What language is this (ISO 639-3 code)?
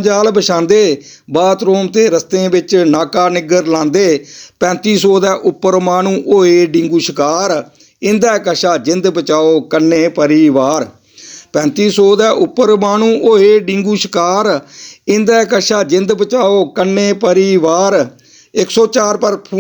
doi